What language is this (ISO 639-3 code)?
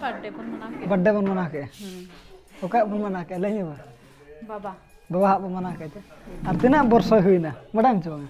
sat